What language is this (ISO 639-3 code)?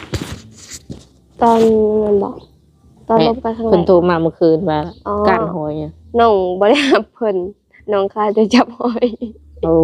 lao